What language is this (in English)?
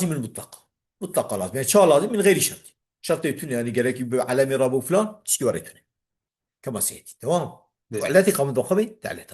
Kurdish